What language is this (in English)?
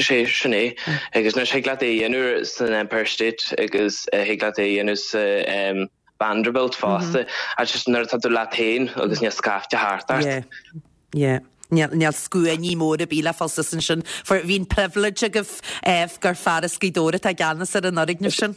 Irish